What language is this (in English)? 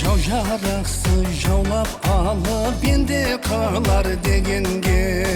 Kara-Kalpak